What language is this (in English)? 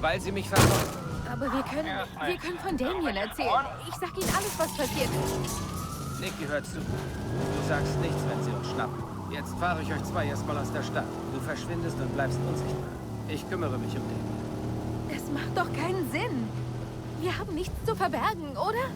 Bavarian